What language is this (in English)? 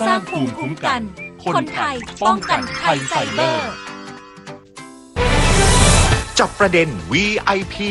Thai